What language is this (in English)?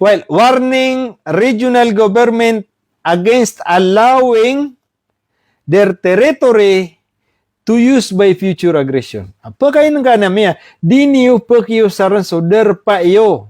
Maranao